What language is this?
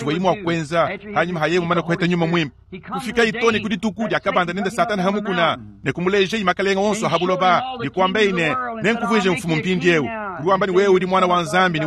Luba-Lulua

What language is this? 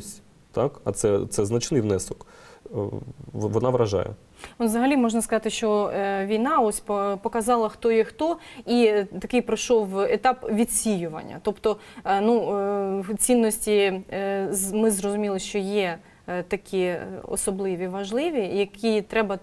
Ukrainian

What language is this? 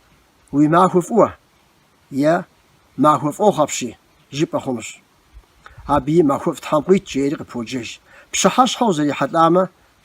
Kabardian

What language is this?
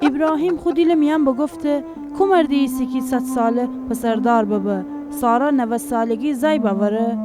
Gilaki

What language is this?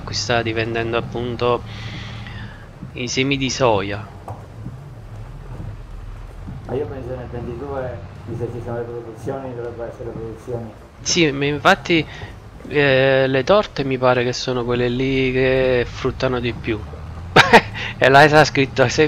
Italian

